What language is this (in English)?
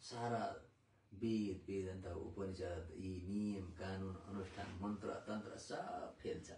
Nepali